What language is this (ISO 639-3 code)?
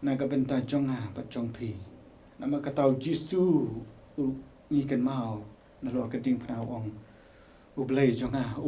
kha